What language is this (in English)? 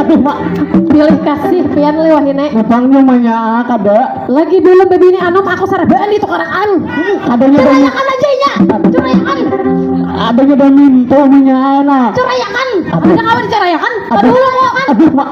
Banjar